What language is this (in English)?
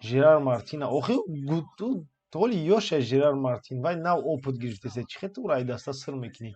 Tajik